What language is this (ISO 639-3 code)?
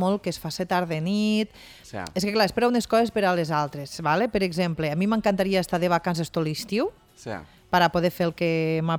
cat